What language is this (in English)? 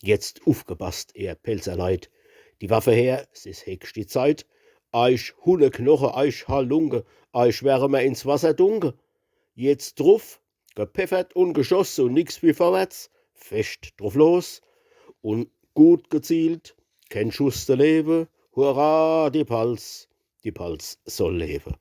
Palatine German